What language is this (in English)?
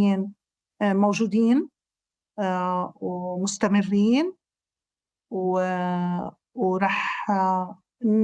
North Levantine Arabic